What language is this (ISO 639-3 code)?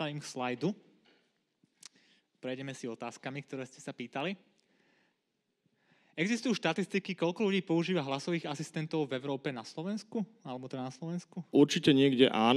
slk